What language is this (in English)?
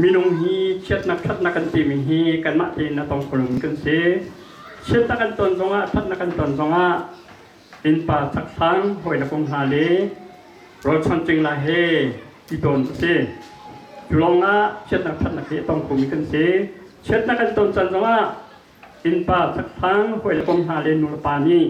Hakha Chin